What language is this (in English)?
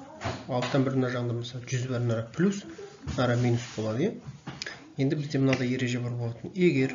Kazakh